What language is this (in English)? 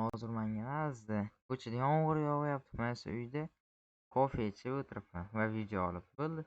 Uzbek